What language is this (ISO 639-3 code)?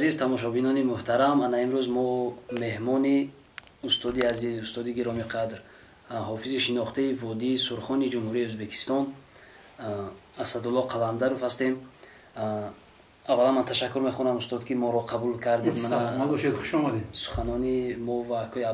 tgk